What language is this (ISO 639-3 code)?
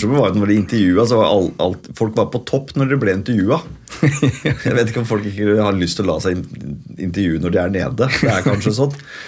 nor